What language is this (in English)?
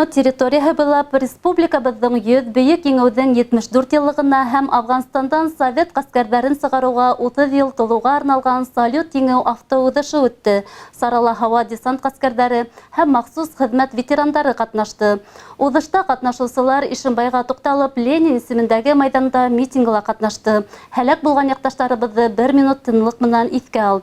Bashkir